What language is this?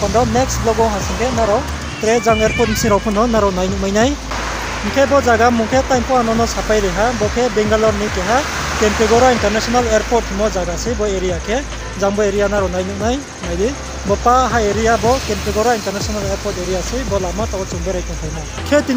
Riang (India)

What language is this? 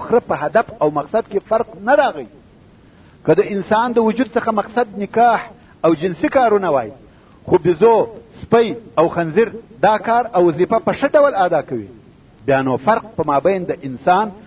Pashto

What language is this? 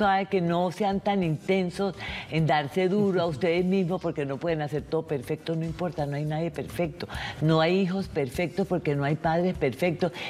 Spanish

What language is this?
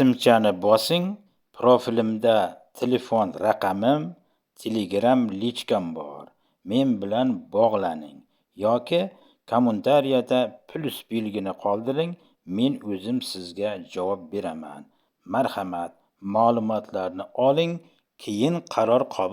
Uzbek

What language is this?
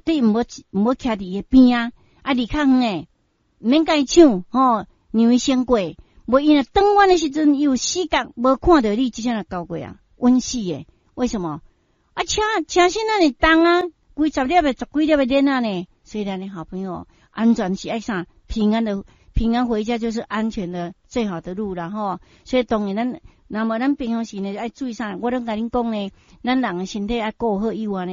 Min Nan Chinese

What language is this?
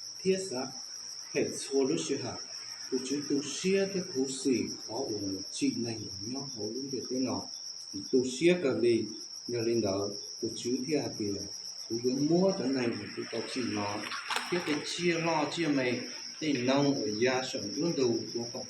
Hmong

